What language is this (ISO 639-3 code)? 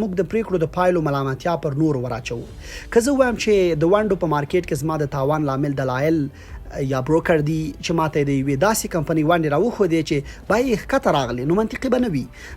pus